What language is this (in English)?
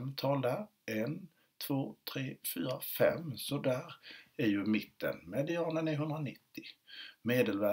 Swedish